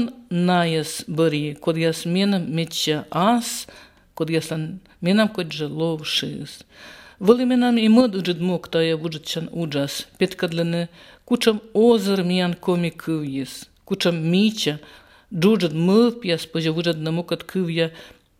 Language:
Albanian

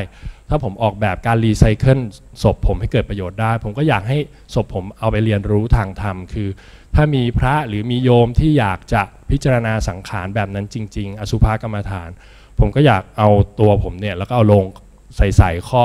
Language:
Thai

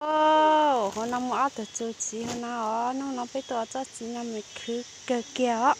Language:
Hmong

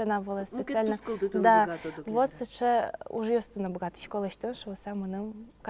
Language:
Udmurt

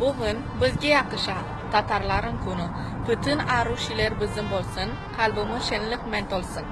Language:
Crimean Tatar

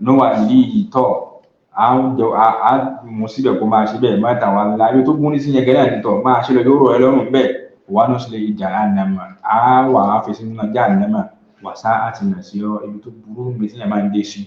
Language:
Yoruba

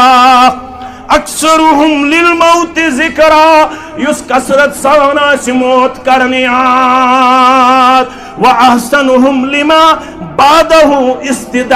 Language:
Kashmiri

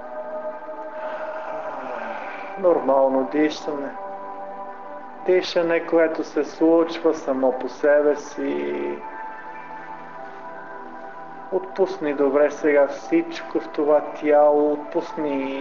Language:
Bulgarian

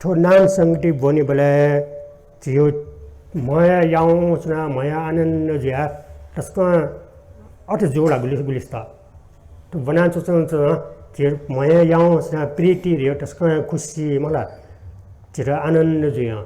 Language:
Newari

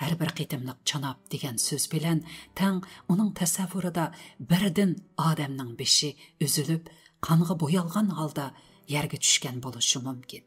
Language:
Uyghur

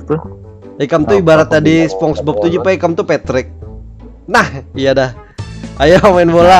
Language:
Banjar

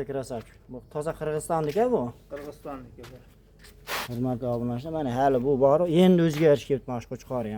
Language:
Uzbek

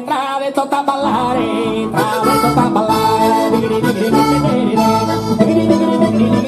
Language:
Sardinian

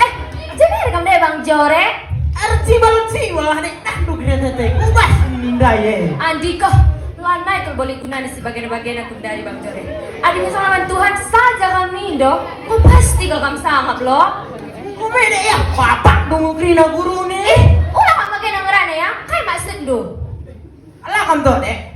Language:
Batak Karo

